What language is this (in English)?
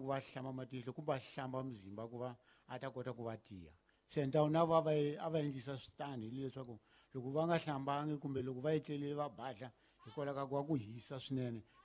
Tsonga